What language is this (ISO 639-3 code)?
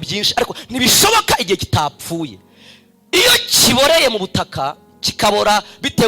kin